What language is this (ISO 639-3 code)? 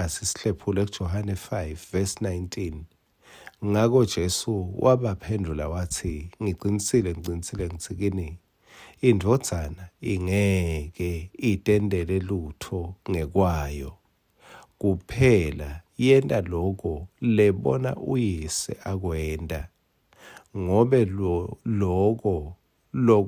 ssw